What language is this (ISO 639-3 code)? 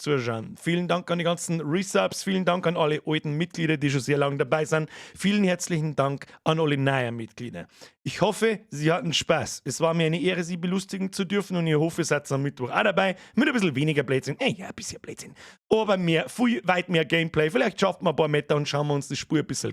bar